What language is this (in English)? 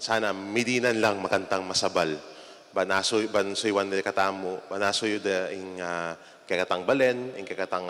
Pampanga